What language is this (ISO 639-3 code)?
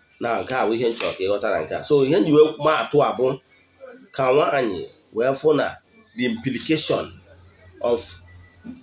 ibo